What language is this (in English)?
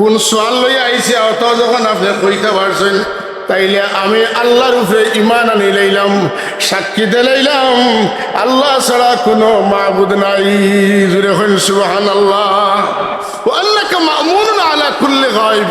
Sylheti